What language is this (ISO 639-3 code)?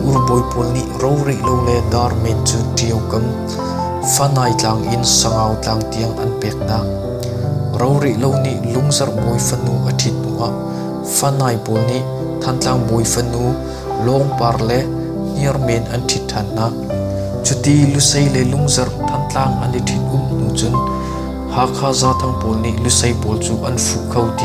cnh